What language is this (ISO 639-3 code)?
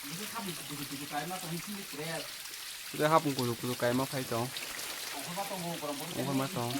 trp